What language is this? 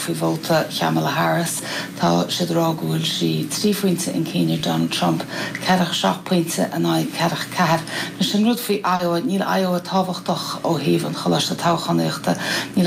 Irish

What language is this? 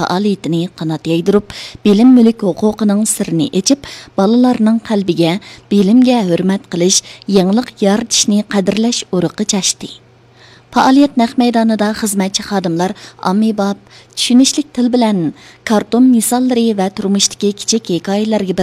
Uyghur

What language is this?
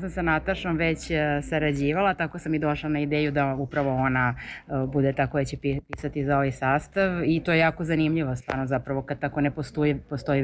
Serbian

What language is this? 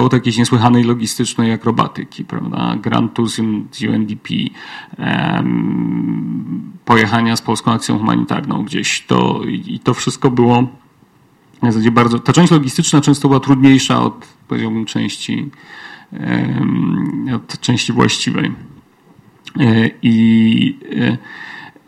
Polish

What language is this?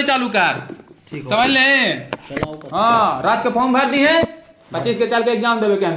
Magahi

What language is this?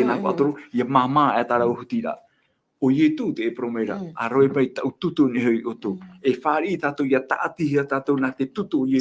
Tahitian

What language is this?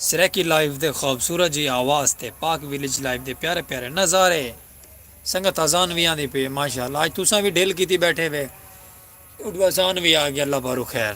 Saraiki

